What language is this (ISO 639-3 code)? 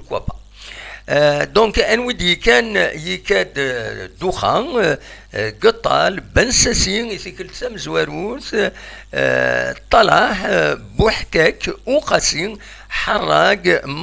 kab